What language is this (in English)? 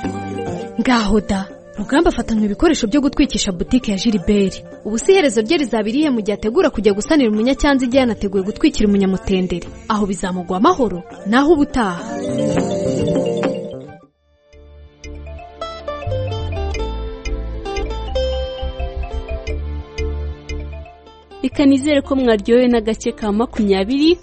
Kinyarwanda